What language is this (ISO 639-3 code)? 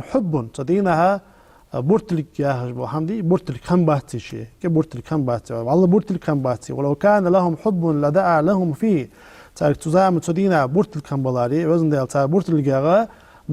inh